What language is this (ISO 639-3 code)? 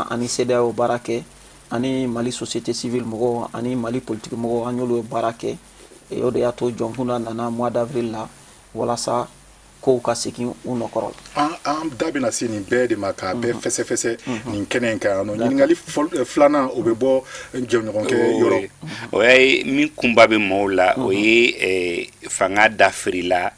bam